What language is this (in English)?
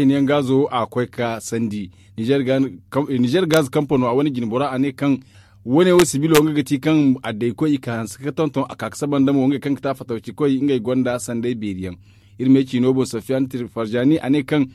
Zarma